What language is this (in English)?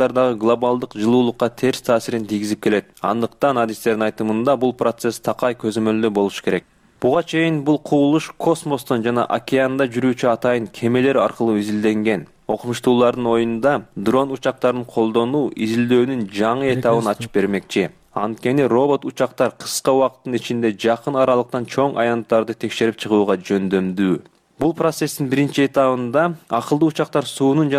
Kyrgyz